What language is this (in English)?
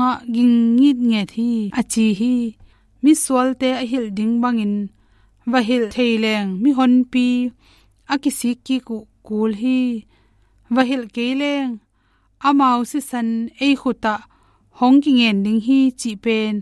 Tedim Chin